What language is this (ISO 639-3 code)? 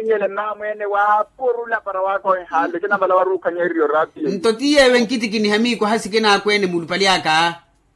vmw